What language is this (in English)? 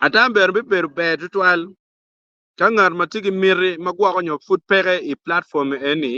Acoli